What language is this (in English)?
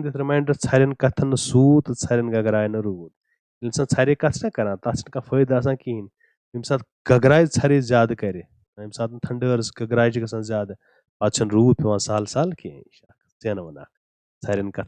Kashmiri